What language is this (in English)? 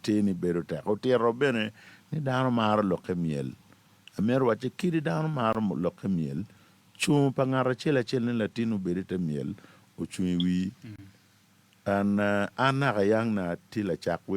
Acoli